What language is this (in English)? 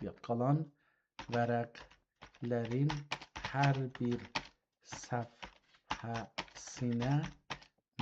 South Azerbaijani